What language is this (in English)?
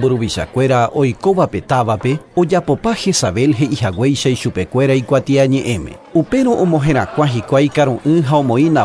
Guarani